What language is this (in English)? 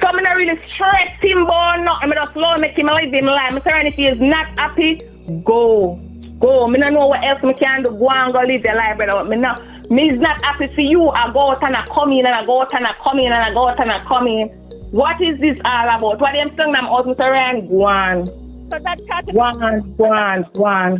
Jamaican Creole English